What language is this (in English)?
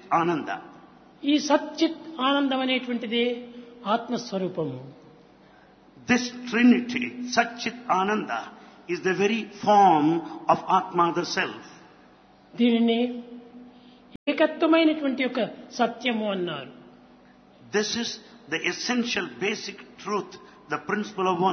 Telugu